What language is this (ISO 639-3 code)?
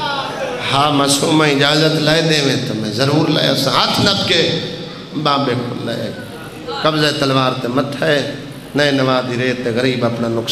skr